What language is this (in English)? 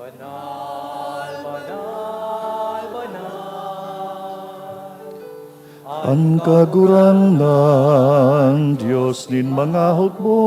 Bikol